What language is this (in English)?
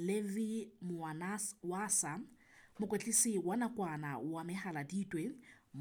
Southern Sotho